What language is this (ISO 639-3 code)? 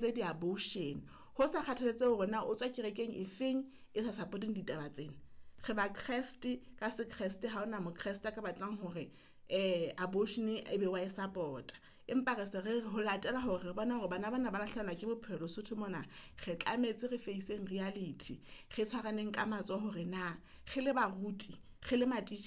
sot